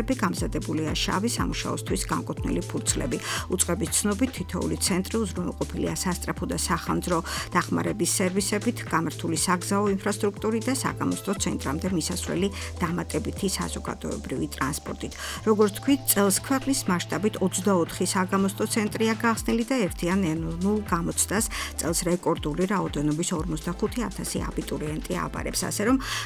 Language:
Georgian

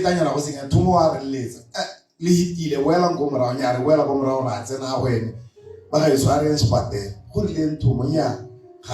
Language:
Tswana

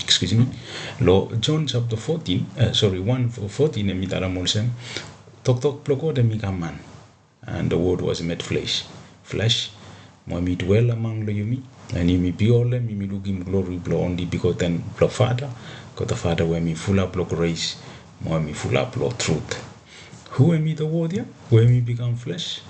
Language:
Bislama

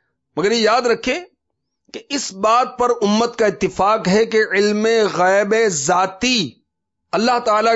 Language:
Urdu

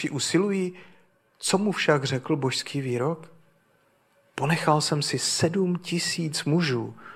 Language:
Czech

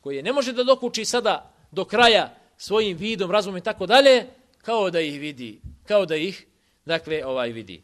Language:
Bosnian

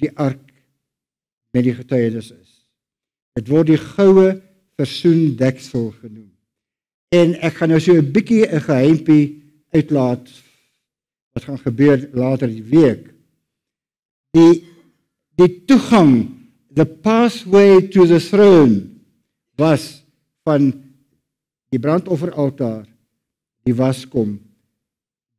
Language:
Afrikaans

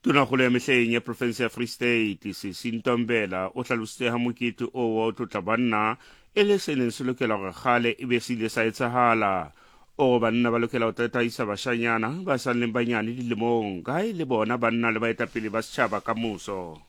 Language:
Southern Sotho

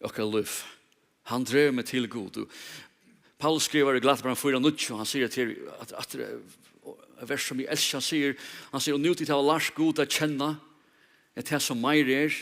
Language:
Faroese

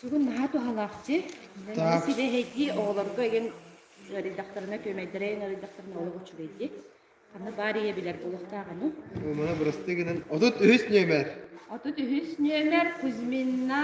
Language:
Yakut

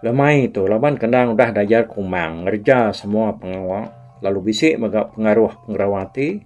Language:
Iban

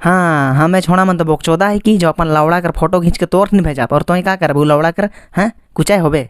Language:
Sadri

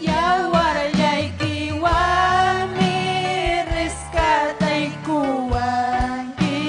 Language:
Ayacucho Quechua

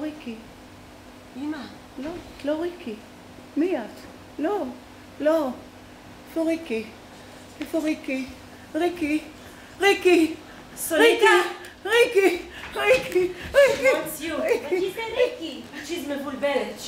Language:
Hebrew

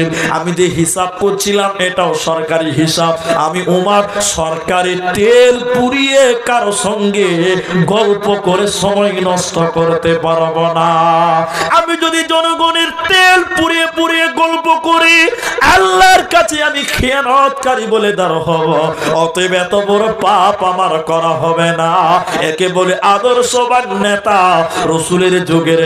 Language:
Bangla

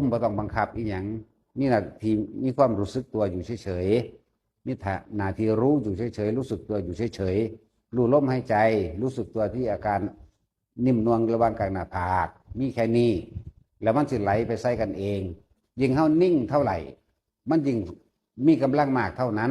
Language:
Northeastern Thai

